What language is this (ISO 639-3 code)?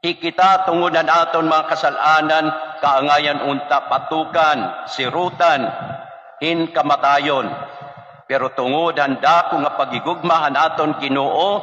war